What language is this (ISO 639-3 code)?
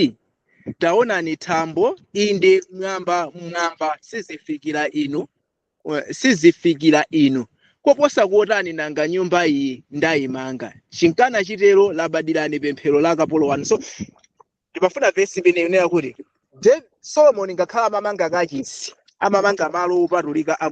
nya